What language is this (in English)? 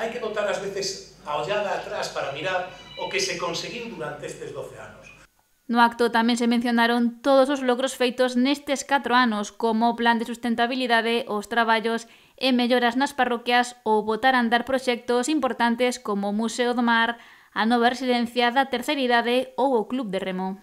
Galician